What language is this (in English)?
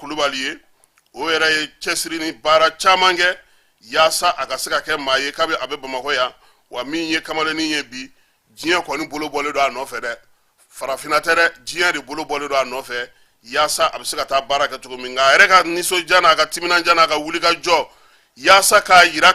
Bambara